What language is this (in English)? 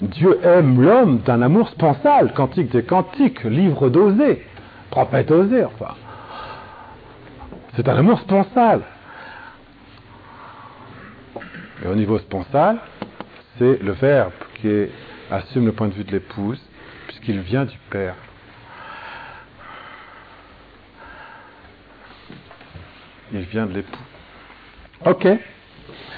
French